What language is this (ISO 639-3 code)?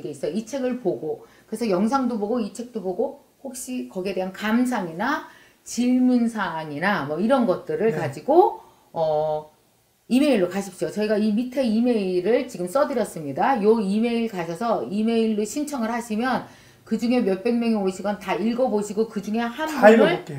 kor